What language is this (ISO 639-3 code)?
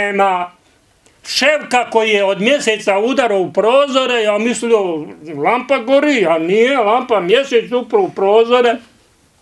bos